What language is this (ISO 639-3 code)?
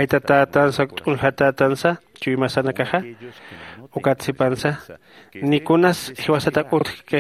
aym